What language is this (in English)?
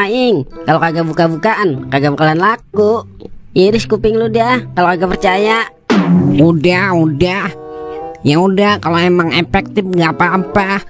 Betawi